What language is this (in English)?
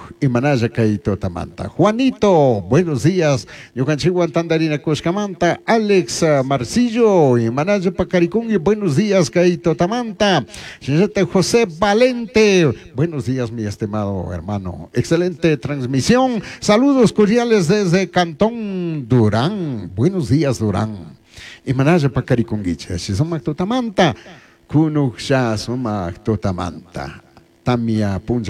Chimborazo Highland Quichua